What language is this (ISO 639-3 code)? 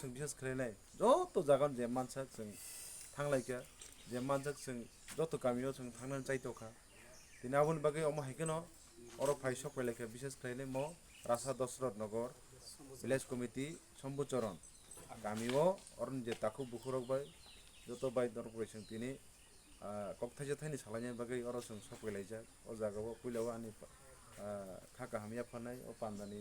trp